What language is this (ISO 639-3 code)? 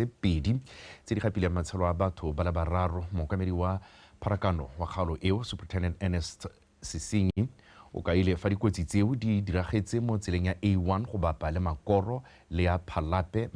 tsn